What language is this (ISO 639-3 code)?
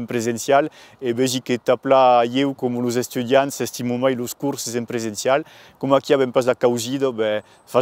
oci